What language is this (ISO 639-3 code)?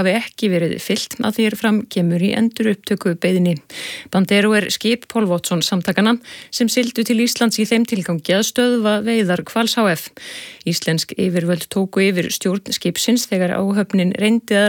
isl